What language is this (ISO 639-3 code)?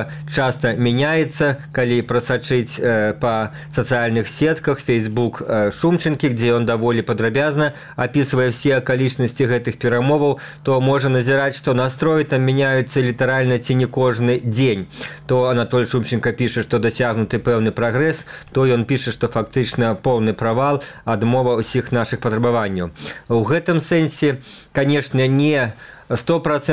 bel